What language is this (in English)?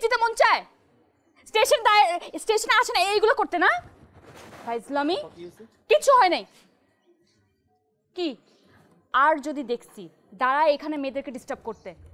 Bangla